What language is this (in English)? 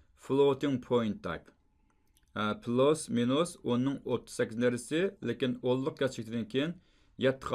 Uyghur